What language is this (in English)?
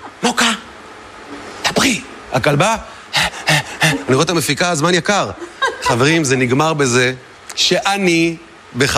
Hebrew